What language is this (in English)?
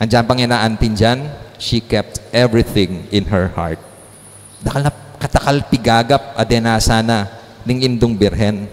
Pampanga